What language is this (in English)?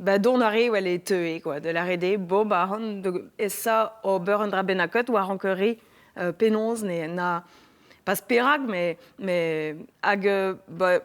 Breton